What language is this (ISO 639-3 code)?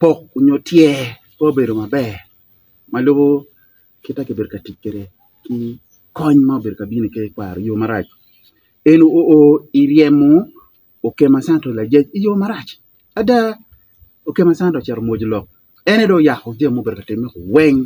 ach